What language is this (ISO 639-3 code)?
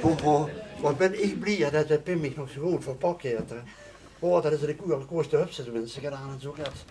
lim